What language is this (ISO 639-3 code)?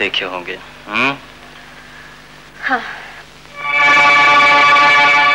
hin